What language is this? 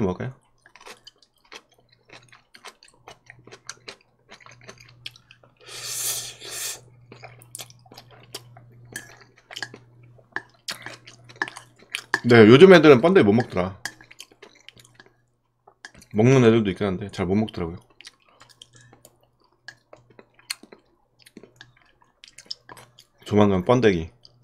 Korean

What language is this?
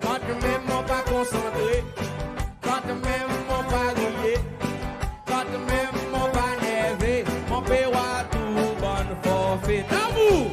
Seselwa Creole French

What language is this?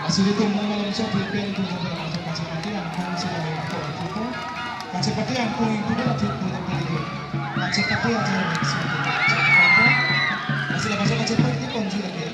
Karbi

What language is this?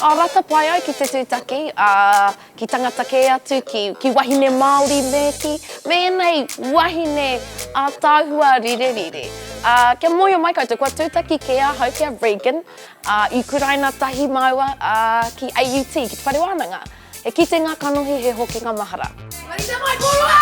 Māori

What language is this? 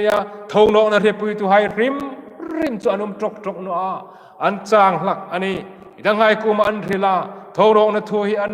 Hmar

